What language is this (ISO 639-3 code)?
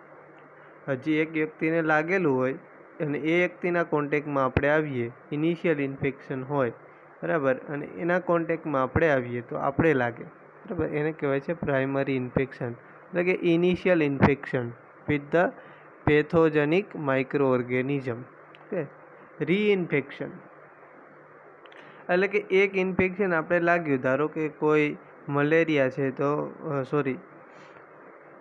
guj